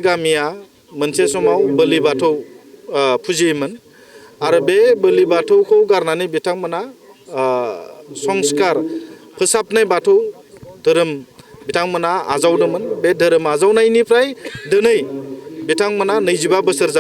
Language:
Bodo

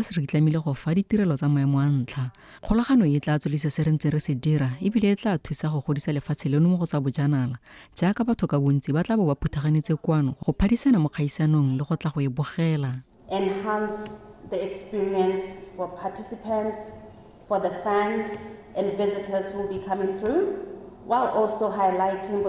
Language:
Tswana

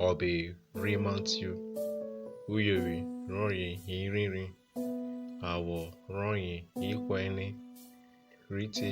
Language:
Urhobo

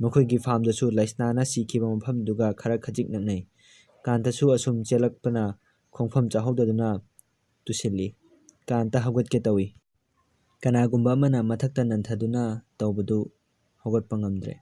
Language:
Manipuri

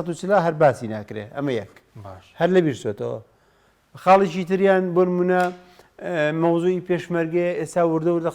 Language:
Central Kurdish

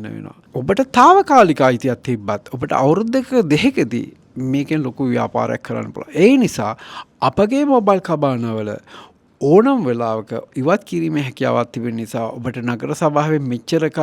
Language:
Sinhala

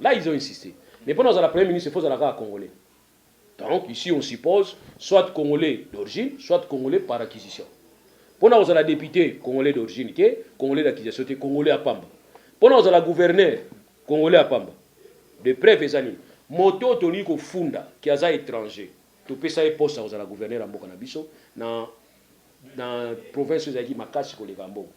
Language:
Lingala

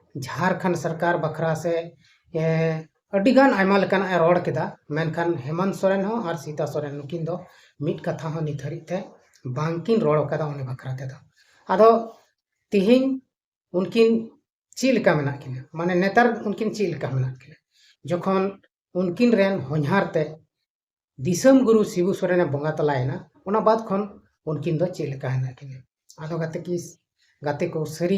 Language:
Santali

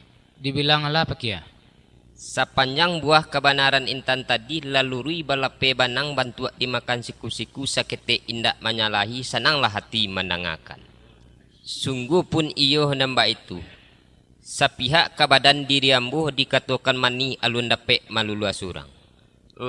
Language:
Minangkabau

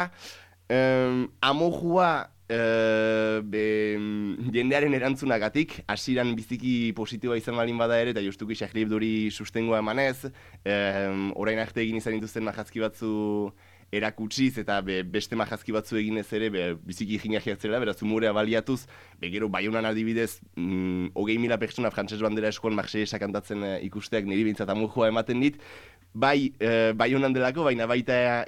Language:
Basque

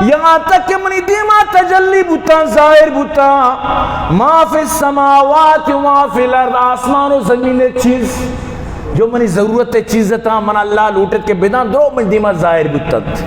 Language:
Eastern Balochi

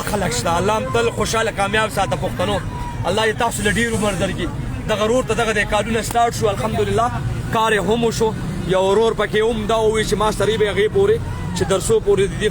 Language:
Pashto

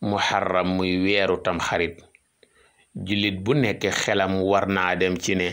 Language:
Wolof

